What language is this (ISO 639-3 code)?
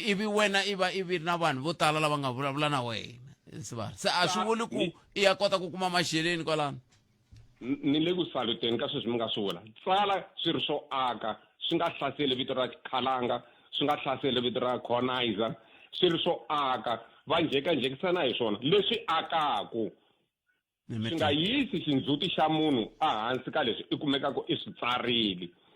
tso